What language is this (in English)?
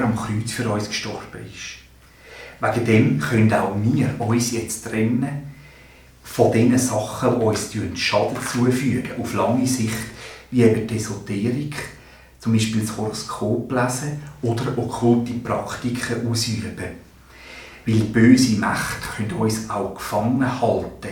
Swiss German